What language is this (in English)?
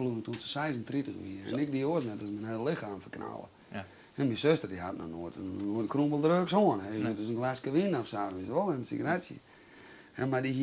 Western Frisian